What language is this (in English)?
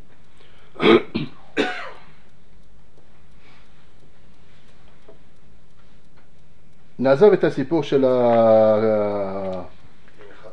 Hebrew